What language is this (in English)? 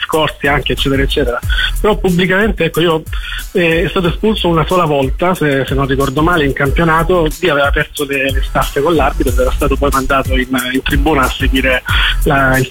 Italian